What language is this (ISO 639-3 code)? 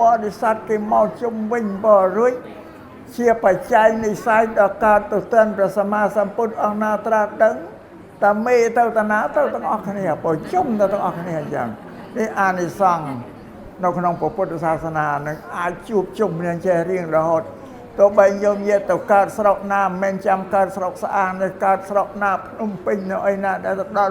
khm